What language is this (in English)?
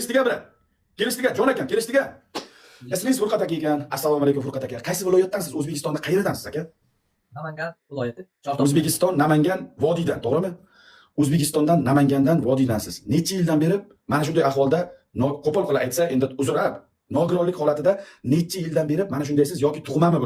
Uzbek